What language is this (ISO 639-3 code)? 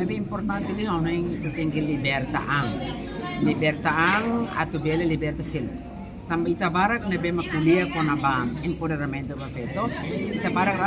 tet